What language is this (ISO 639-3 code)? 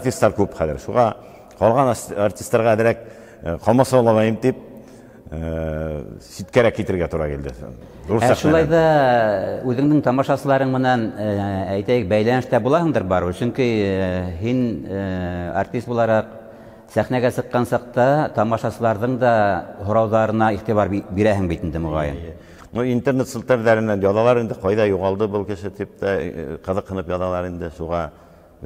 bak